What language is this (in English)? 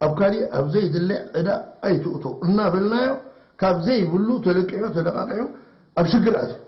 Tigrinya